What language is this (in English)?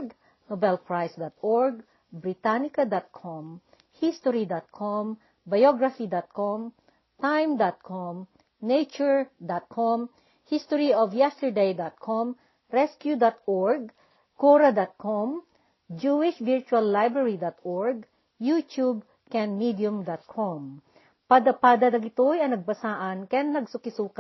Iloko